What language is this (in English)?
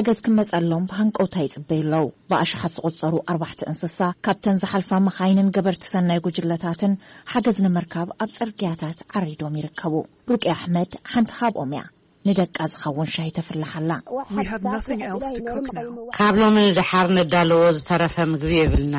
Tigrinya